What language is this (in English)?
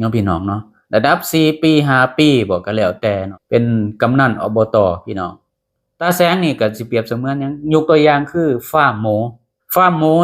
Lao